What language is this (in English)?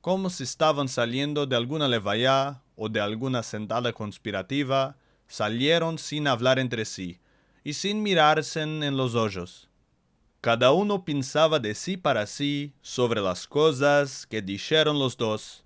Ladino